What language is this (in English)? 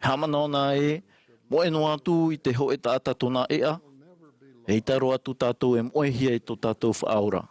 Tahitian